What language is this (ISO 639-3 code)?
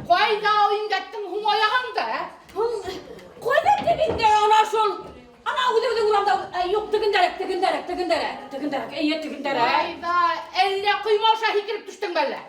bak